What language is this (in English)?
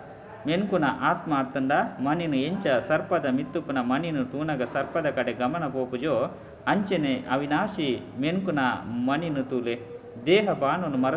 Tulu